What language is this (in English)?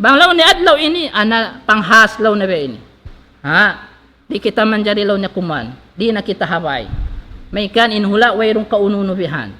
Tausug